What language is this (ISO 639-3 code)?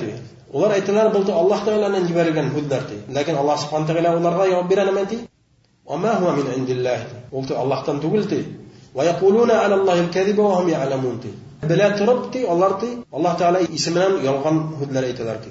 bak